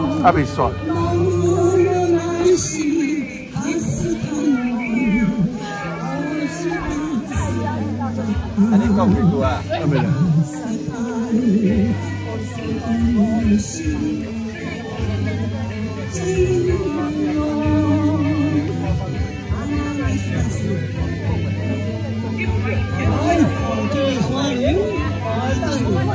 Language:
Min Nan Chinese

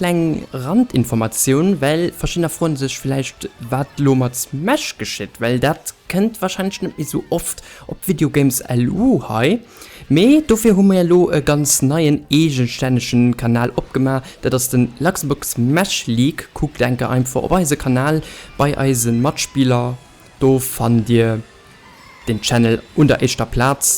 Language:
Luxembourgish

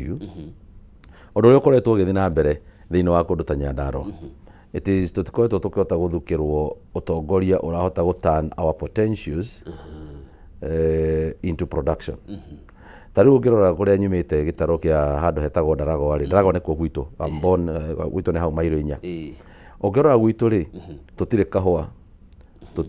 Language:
Kikuyu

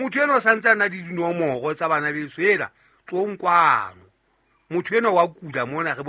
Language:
Southern Sotho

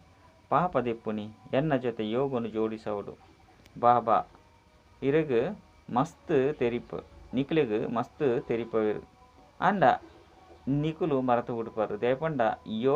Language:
Tulu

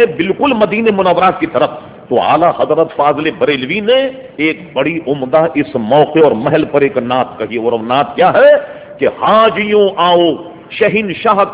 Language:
Urdu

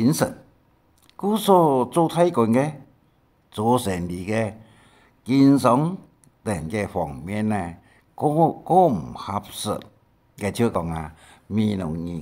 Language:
Hakka Chinese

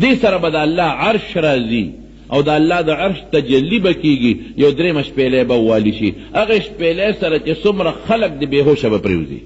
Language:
Pashto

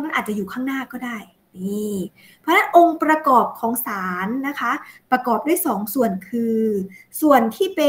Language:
Thai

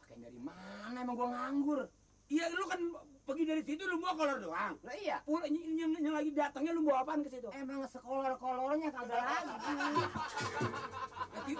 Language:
Betawi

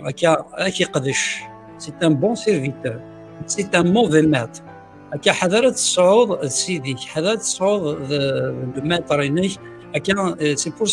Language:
Kabyle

